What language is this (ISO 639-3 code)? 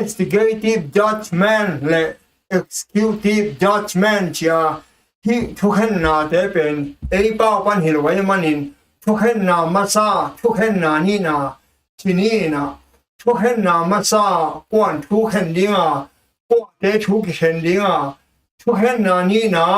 ctd